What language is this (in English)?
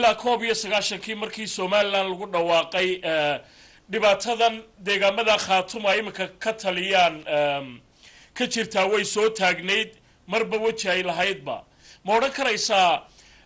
Somali